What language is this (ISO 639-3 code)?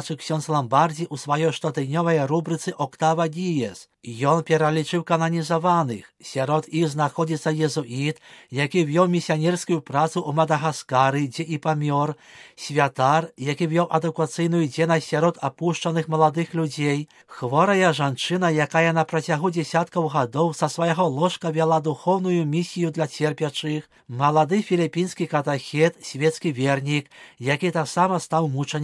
bel